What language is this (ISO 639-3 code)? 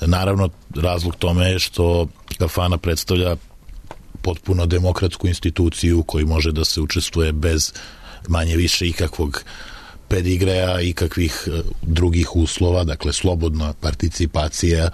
srp